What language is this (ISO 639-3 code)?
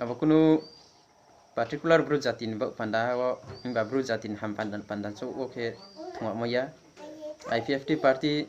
ria